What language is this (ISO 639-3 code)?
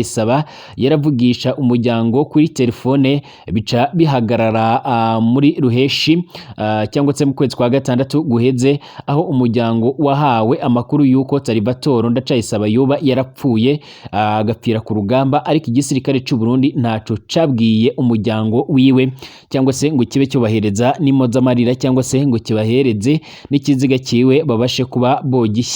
run